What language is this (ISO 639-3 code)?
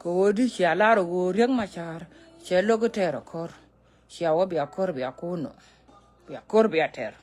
nus